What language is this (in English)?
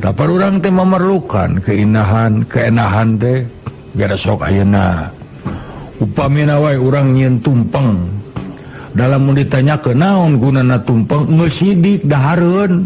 Sundanese